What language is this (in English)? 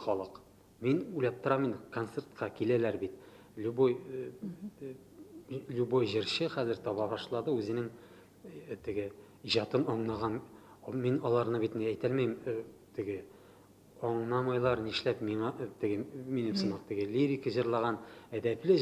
Tatar